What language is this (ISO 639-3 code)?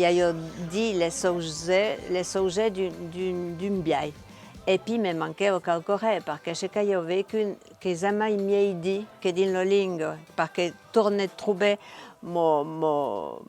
oci